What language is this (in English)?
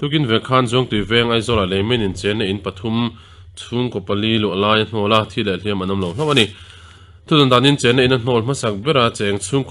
Mizo